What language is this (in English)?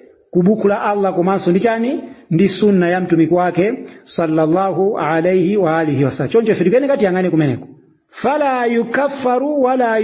Nyanja